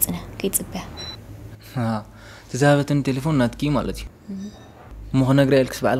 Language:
Tigrinya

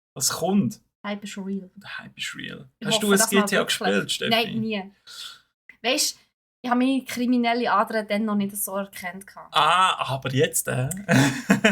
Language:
Swiss German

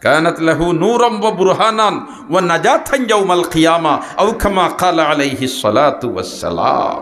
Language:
Sylheti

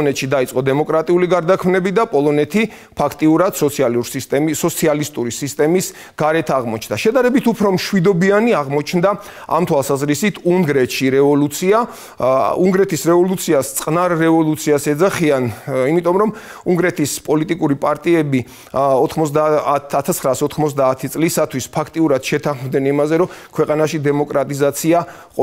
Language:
Georgian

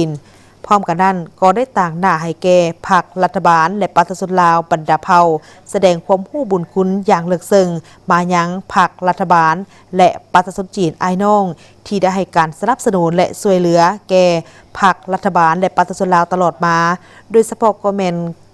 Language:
Lao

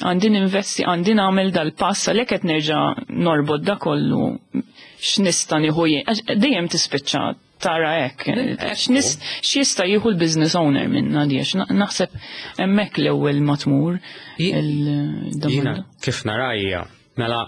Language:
Maltese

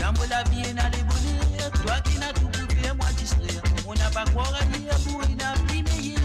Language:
Morisyen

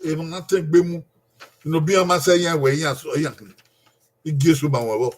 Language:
Bini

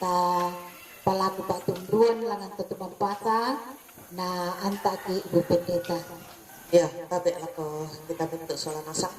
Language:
Toraja-Sa'dan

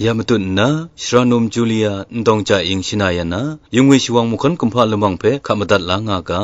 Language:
Kachin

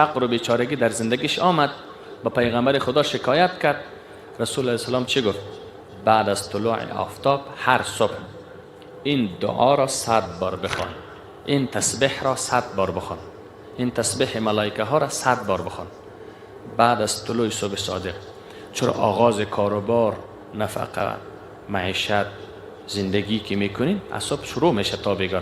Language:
Persian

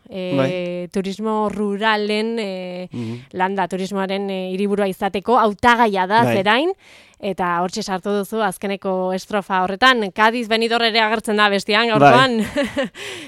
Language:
Basque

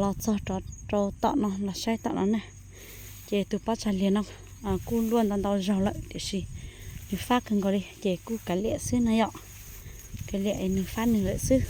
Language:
Hmong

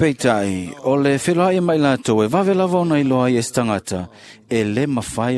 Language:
Samoan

